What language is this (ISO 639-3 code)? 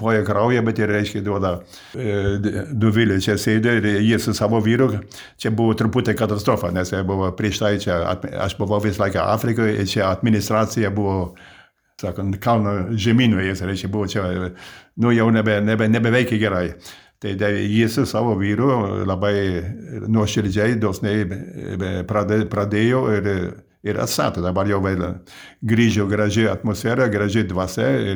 lit